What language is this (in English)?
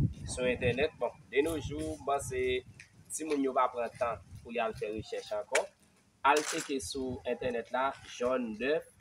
Haitian Creole